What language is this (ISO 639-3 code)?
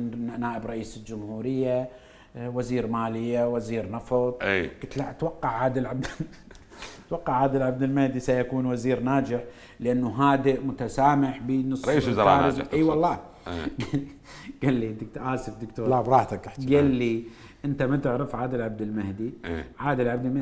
acm